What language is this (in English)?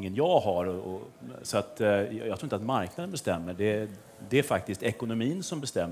Swedish